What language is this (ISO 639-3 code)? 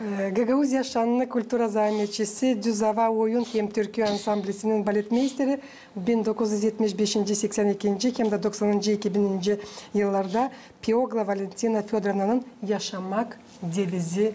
gag